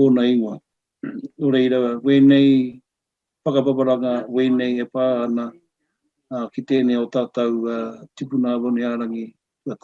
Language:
Māori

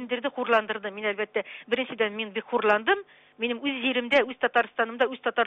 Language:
Tatar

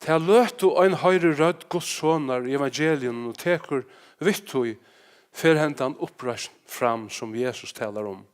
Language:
Faroese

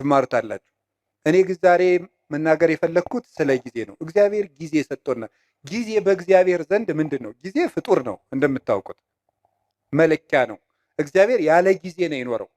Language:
Amharic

